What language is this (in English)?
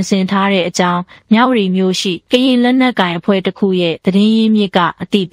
Burmese